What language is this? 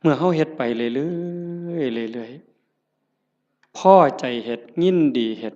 Northeastern Thai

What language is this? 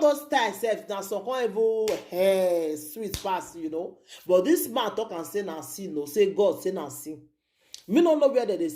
Nigerian Pidgin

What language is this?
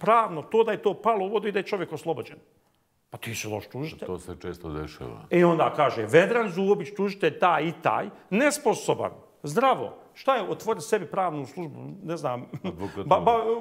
Bosnian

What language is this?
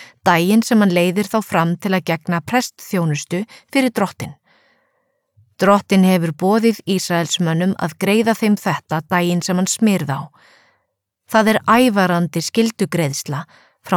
Icelandic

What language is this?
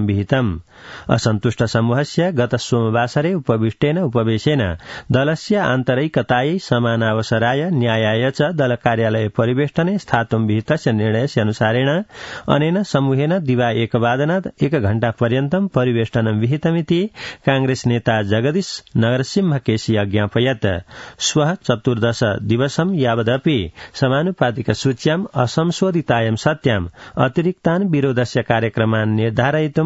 Sanskrit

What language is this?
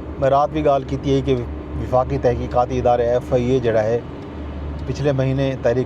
Saraiki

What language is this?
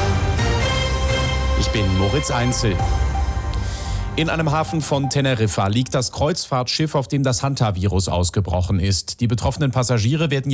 German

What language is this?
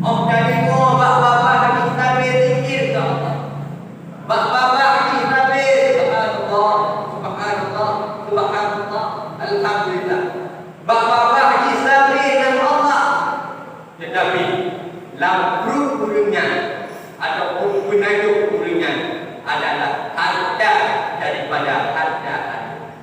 Achinese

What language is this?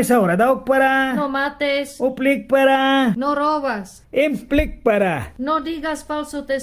Mískito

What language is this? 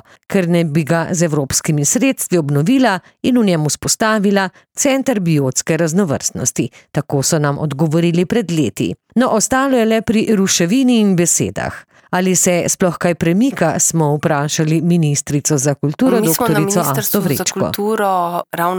Slovenian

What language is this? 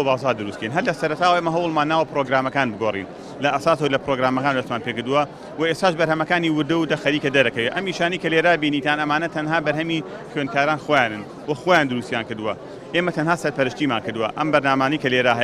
Central Kurdish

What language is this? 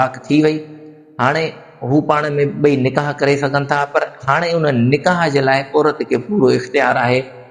Sindhi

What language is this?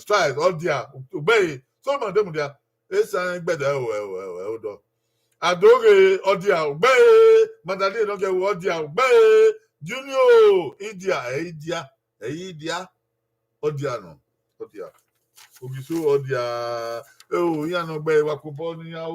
Bini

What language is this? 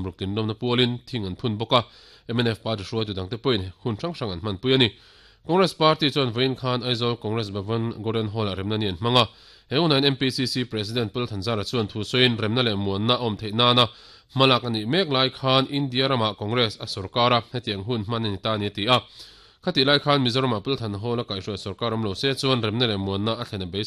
Mizo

